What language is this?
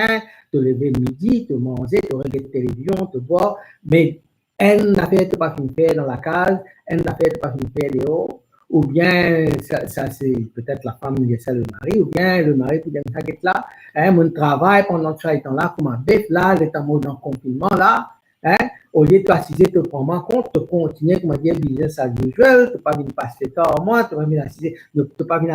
Morisyen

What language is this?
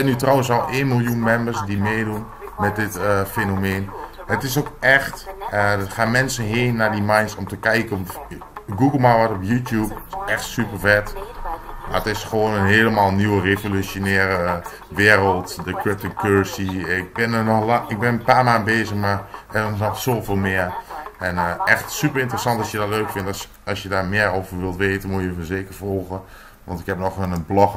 Dutch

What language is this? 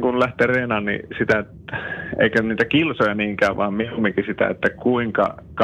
Finnish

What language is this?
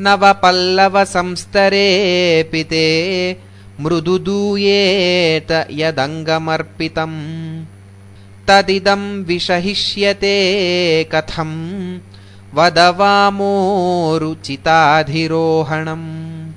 Sanskrit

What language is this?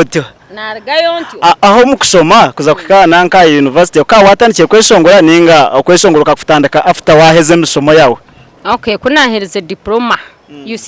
Nyankole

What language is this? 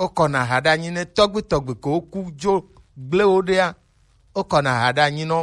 Gen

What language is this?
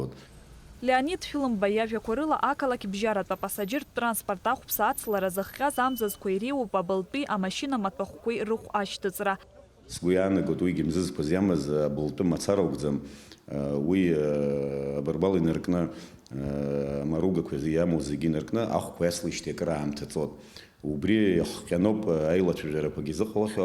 Abkhazian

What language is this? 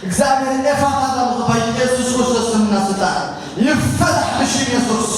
Tigrinya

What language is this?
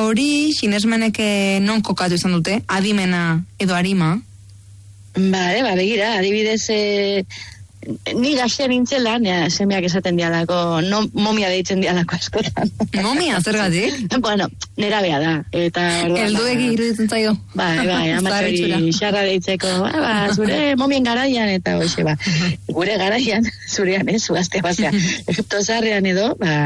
Basque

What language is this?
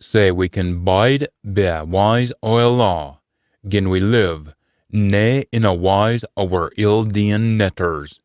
Scots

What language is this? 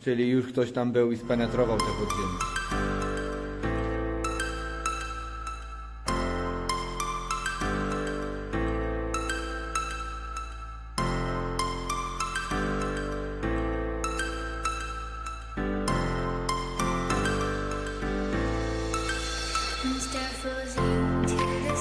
Polish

